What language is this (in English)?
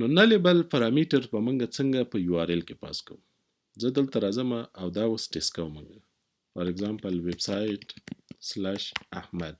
Pashto